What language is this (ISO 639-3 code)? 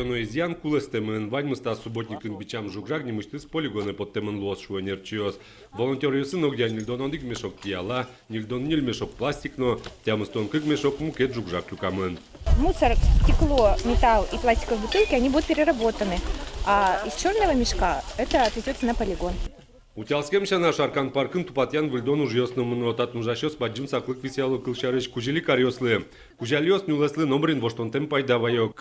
udm